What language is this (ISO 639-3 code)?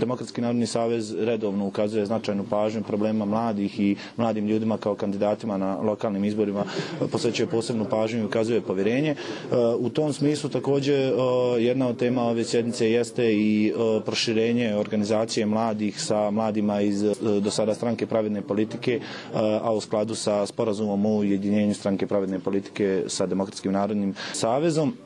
hrv